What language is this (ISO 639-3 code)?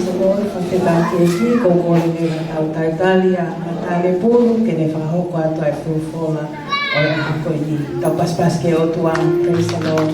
ton